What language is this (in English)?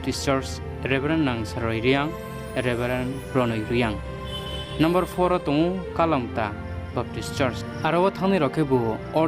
Riang (India)